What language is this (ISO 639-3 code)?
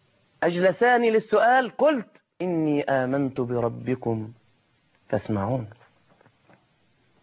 ara